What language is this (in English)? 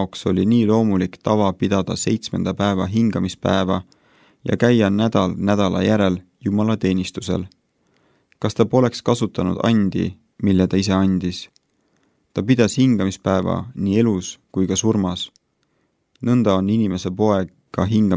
Estonian